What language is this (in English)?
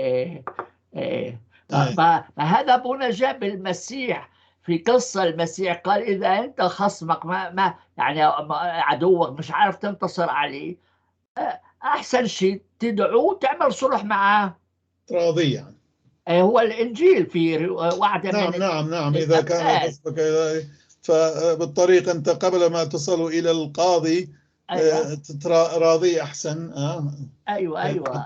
North Levantine Arabic